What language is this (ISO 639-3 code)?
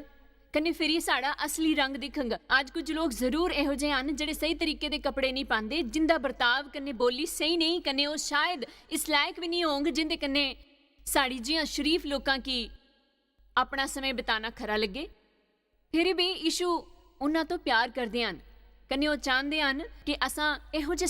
doi